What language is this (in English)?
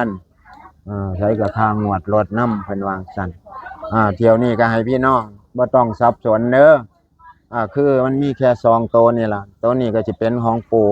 Northeastern Thai